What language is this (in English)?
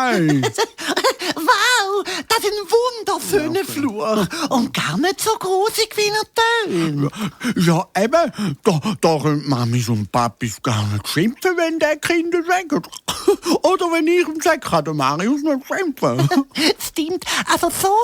Swiss German